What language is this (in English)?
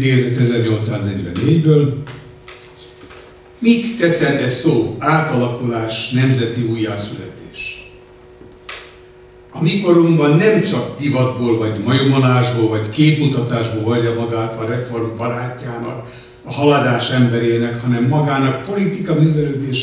Hungarian